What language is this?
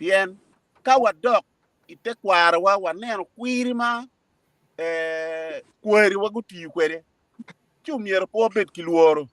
Acoli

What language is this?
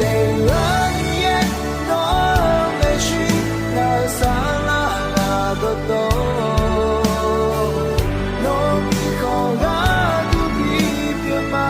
Akha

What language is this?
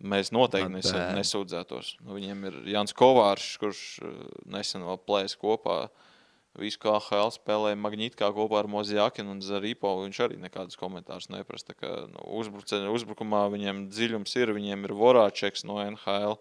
Latvian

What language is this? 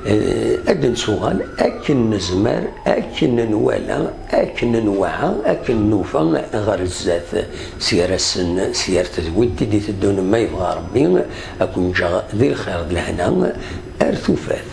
Kabyle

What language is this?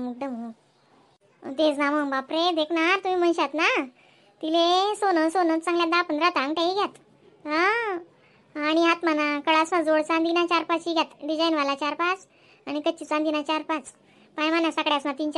Khandesi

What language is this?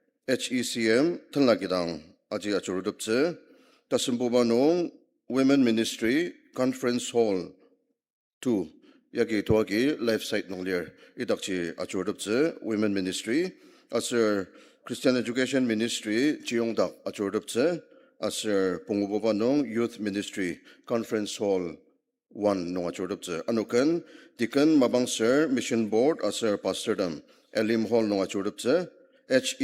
Ao Naga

